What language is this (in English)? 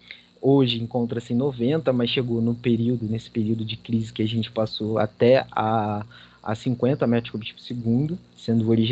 Portuguese